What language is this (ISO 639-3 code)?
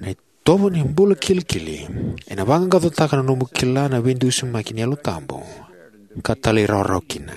fij